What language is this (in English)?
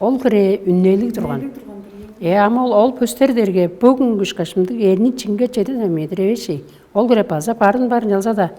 Tuvinian